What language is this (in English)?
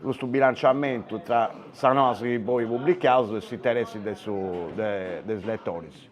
Sardinian